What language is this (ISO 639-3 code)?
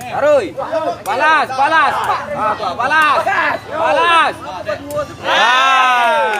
min